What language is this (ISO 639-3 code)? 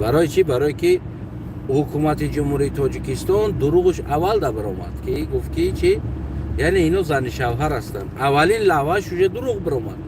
tgk